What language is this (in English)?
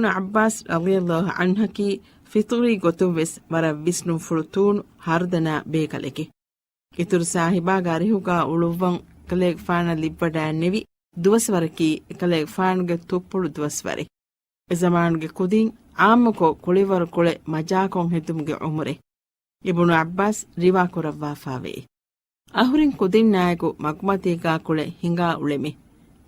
Divehi